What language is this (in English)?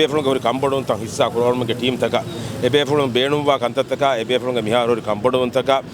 Divehi